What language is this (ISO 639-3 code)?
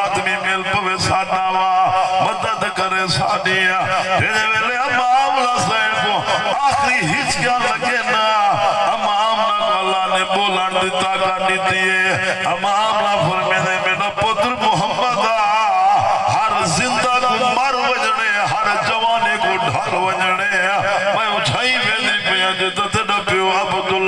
skr